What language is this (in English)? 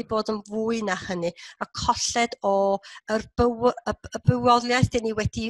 Welsh